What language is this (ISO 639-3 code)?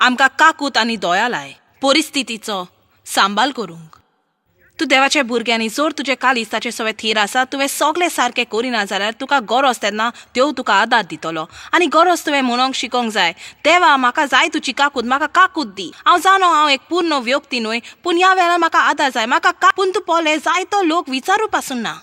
kok